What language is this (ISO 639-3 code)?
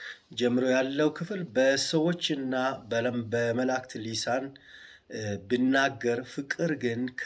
amh